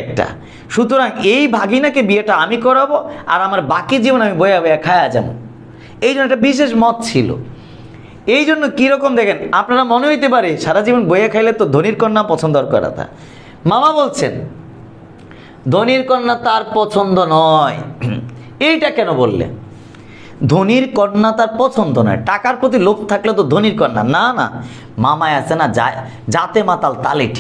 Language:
Bangla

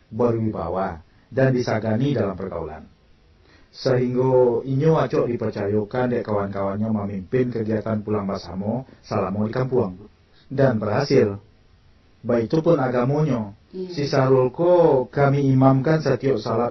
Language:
Minangkabau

